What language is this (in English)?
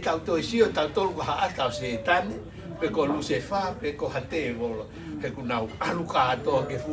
Tongan